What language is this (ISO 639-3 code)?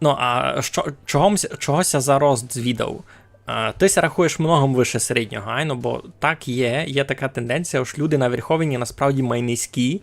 rue